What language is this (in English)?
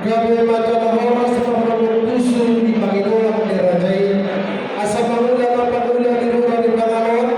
Batak Toba